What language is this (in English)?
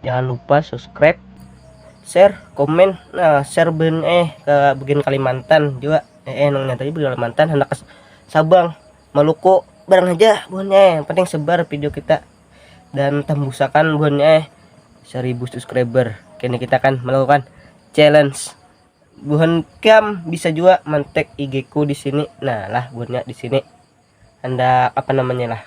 Banjar